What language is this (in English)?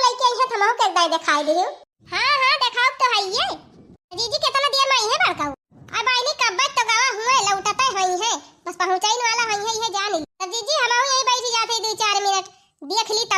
Awadhi